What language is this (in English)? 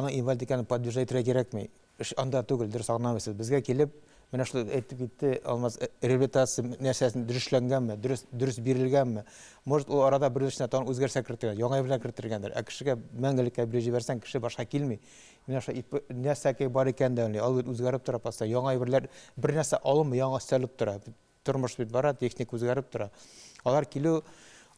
Tatar